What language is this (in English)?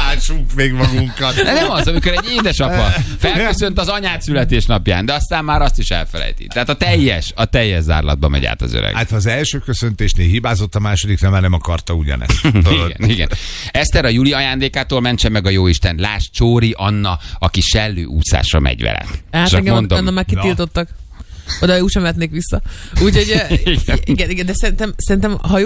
Hungarian